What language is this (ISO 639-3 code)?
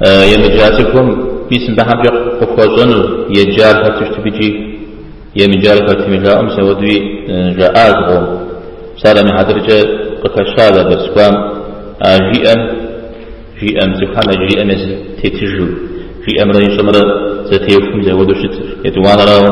kbd